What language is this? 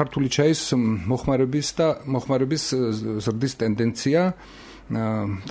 Georgian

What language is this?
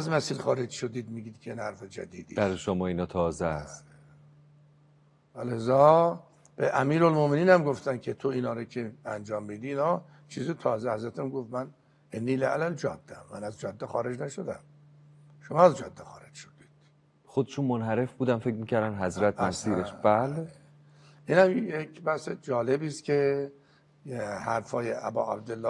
Persian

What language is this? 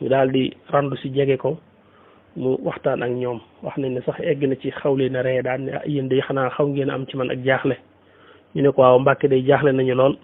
Wolof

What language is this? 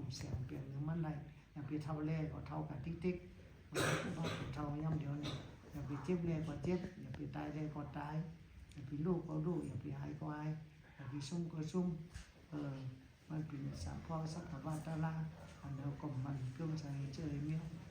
Shan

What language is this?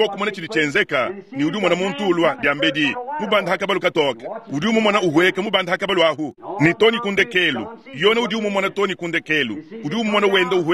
Luba-Lulua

